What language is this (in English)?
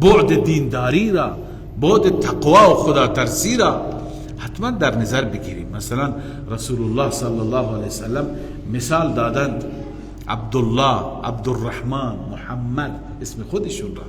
Persian